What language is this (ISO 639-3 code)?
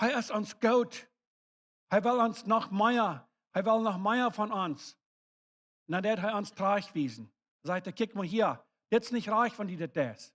pdt